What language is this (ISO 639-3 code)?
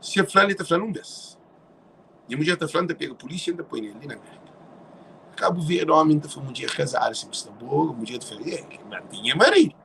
kea